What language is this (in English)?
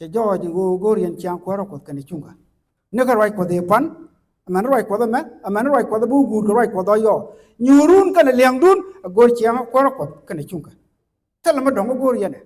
Nuer